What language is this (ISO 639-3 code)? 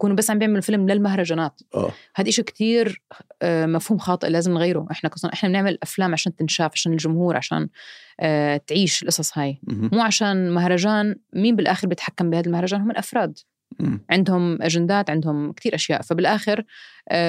apc